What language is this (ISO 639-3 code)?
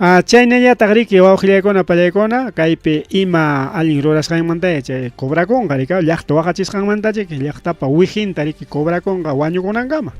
quy